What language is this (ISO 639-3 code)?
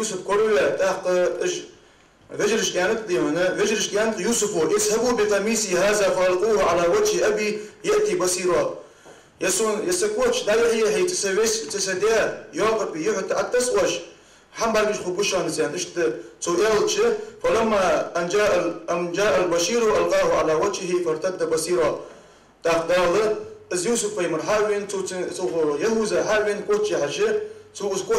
inh